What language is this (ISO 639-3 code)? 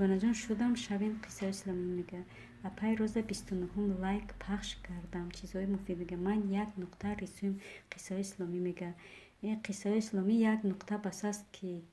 tgk